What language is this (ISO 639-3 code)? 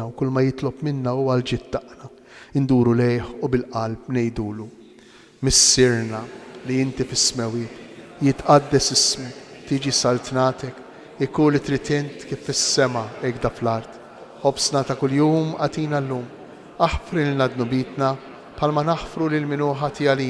mlt